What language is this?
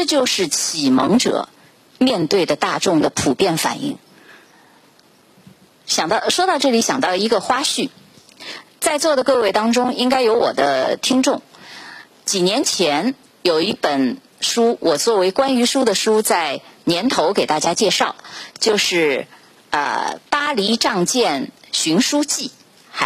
Chinese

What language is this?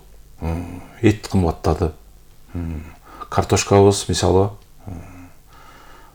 Kyrgyz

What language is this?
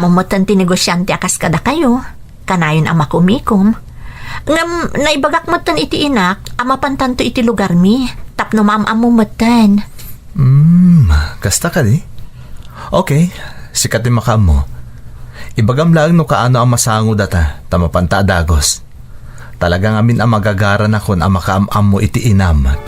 Iloko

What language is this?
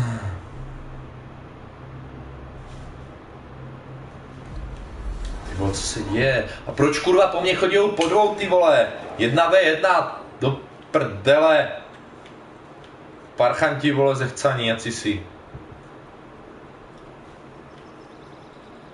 Czech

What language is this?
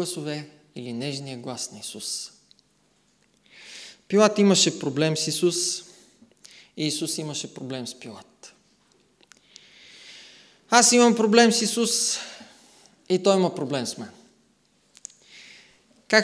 Bulgarian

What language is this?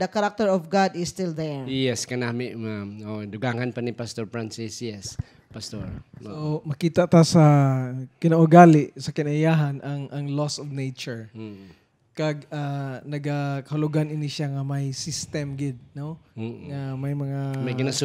Hiligaynon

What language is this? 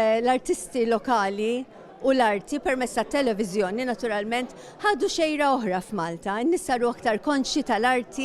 Maltese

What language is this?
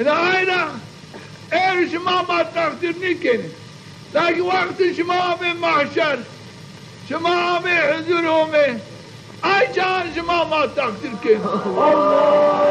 Zaza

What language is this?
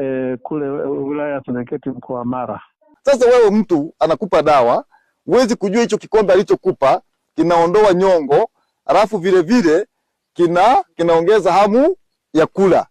Swahili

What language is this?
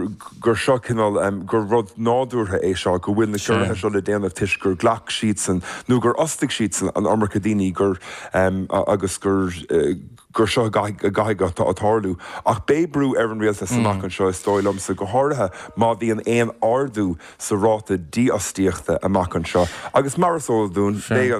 Irish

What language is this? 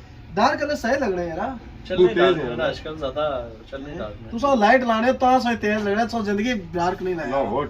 Pahari-Potwari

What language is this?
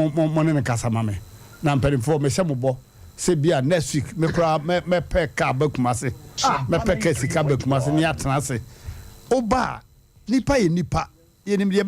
Akan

